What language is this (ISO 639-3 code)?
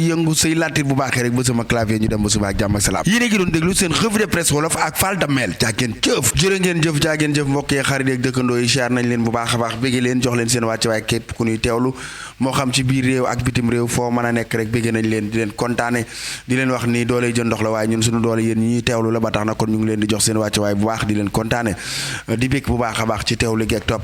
wol